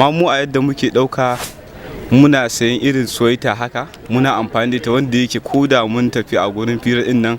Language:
Hausa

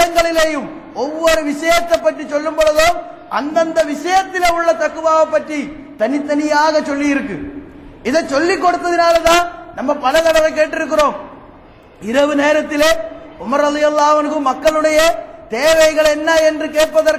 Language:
Tamil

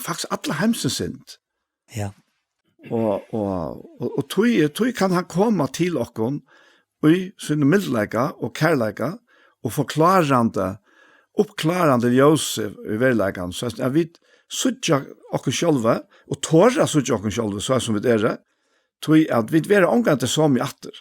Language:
Faroese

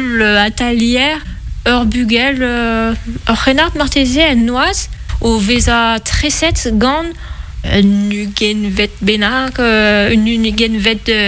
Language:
Breton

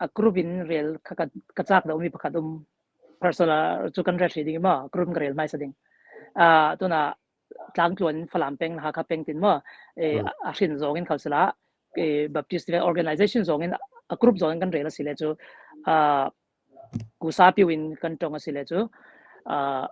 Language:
Falam Chin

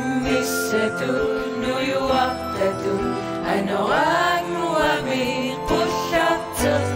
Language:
Kalaallisut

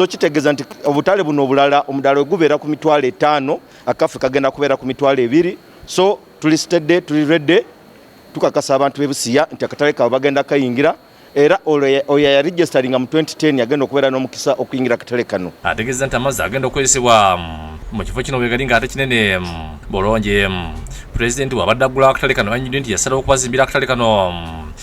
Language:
Ganda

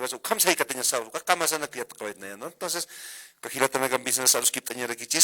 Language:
Aymara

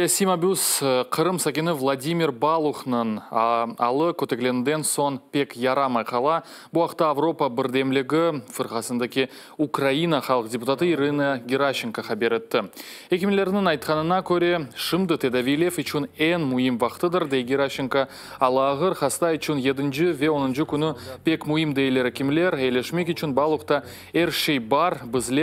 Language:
Crimean Tatar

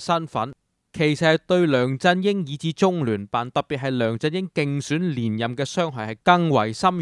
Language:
Cantonese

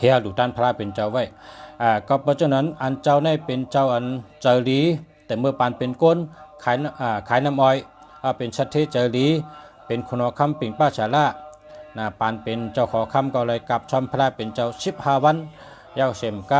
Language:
Shan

